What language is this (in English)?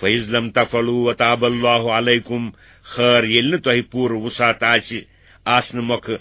Kashmiri